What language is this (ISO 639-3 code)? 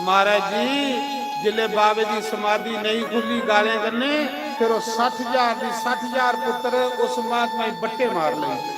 doi